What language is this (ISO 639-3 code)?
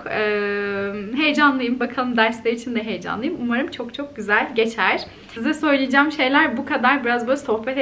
tur